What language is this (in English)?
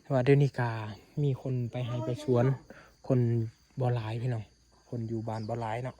Lao